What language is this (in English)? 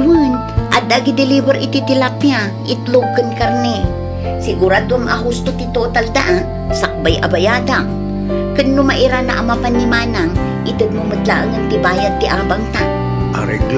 Iloko